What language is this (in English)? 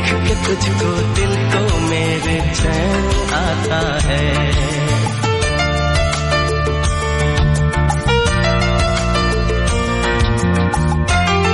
Punjabi